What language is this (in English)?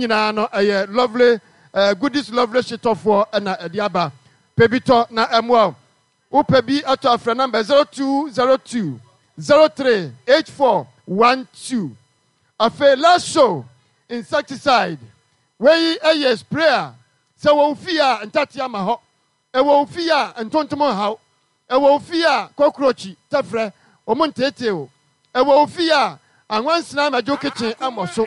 Akan